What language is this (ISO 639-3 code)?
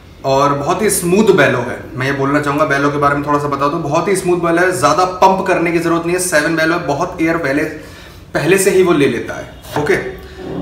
hin